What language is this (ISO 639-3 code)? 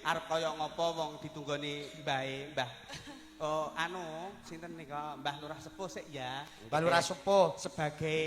jav